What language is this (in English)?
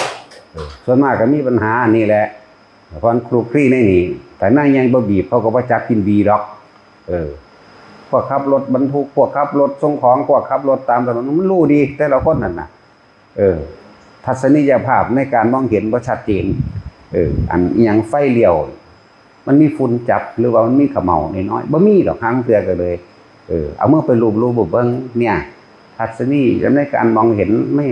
Northeastern Thai